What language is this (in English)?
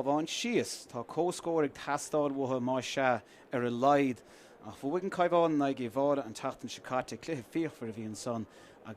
Irish